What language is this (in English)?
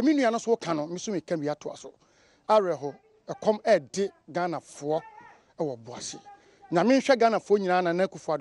Akan